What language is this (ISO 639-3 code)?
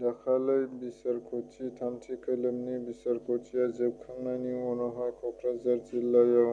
brx